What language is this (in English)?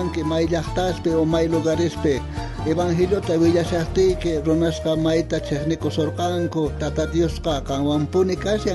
South Bolivian Quechua